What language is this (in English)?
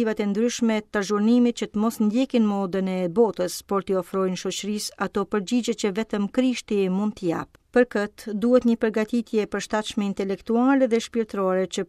Albanian